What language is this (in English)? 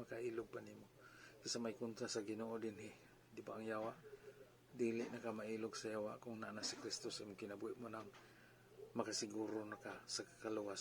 Cebuano